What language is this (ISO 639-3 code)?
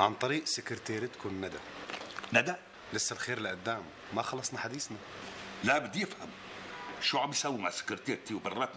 apc